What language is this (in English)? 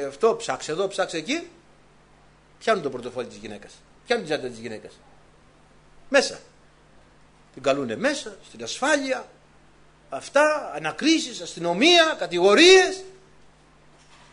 Greek